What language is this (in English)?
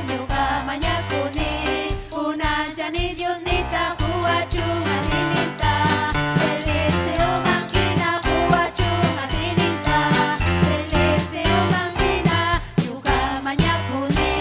Ayacucho Quechua